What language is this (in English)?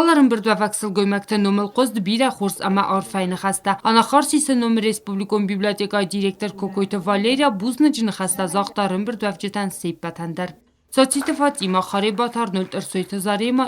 Ossetic